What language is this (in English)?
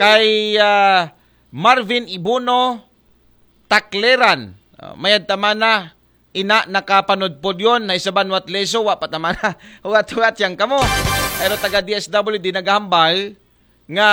Aklanon